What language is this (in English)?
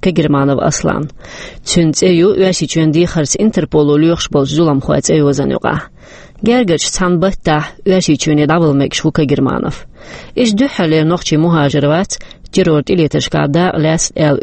Chechen